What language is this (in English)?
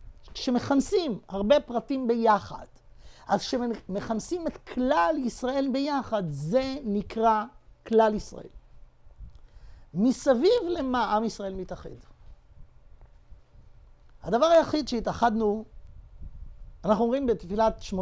Hebrew